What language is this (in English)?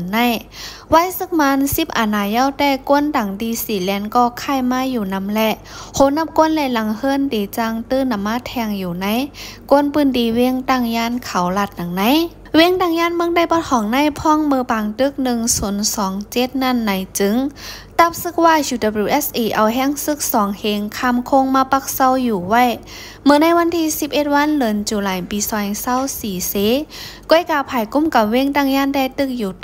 Shan